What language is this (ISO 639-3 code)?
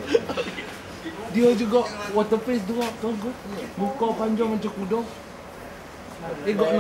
msa